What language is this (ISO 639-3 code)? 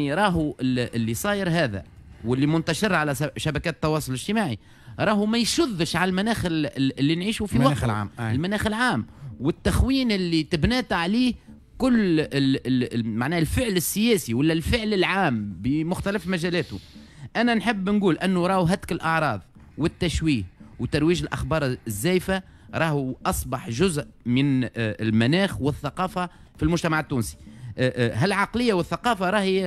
aeb